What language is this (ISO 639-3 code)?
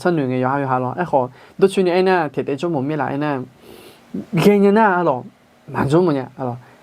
ahk